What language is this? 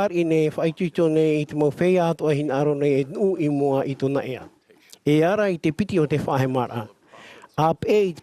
Tahitian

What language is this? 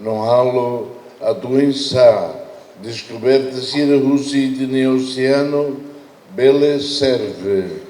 Tetum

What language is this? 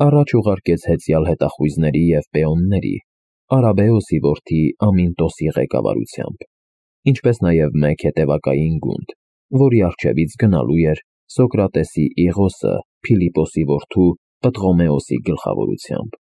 Armenian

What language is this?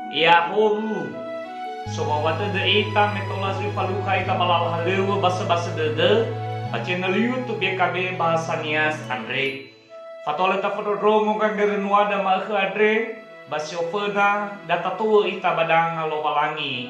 Nias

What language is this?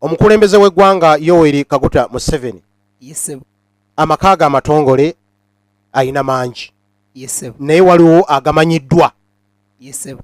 Ganda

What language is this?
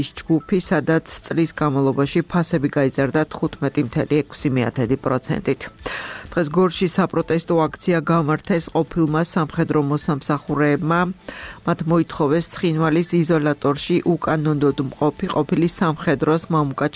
Georgian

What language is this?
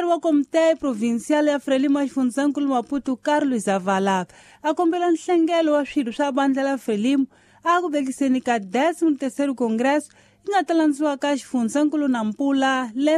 Tsonga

